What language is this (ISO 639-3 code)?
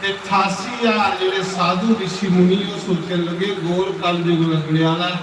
doi